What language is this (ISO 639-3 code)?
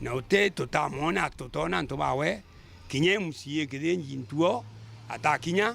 mer